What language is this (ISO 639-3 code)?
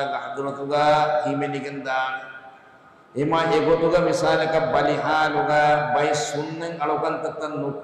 div